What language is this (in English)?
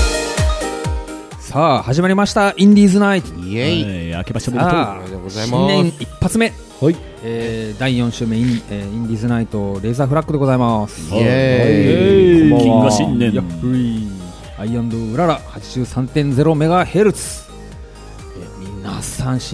Japanese